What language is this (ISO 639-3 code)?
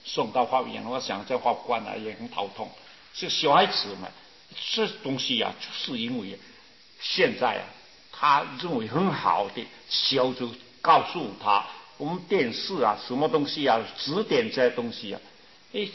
zho